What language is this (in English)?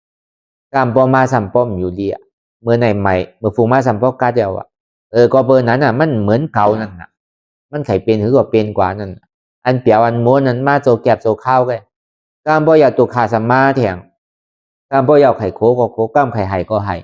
Shan